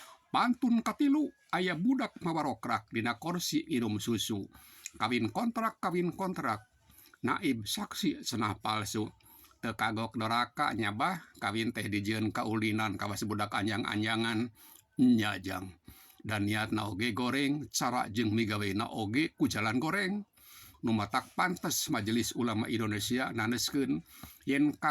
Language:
Sundanese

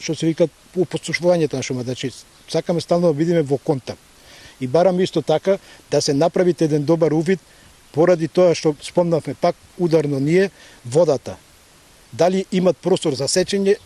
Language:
Macedonian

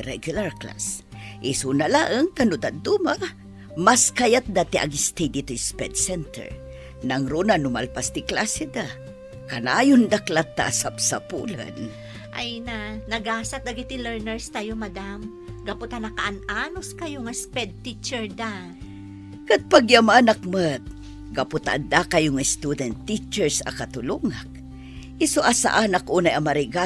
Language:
Iloko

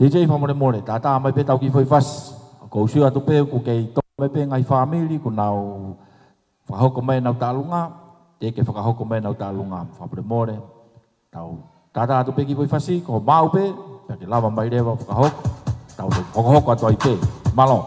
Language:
Tongan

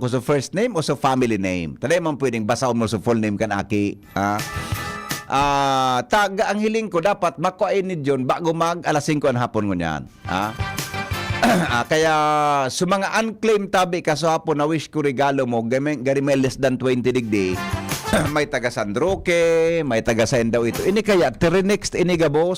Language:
Bikol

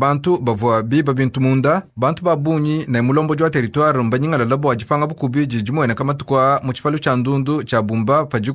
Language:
Luba-Lulua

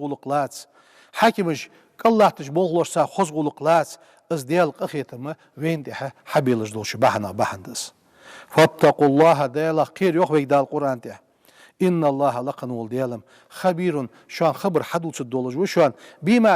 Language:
Ingush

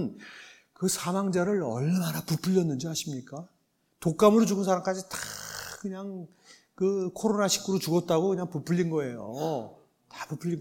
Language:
Korean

